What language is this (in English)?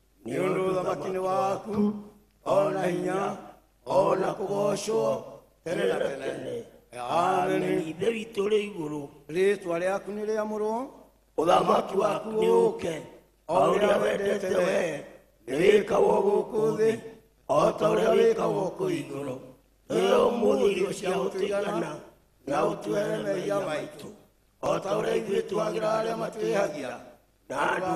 Kikuyu